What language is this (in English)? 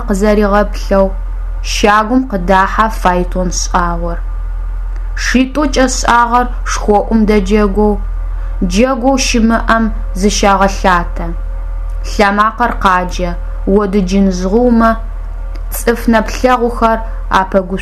Adyghe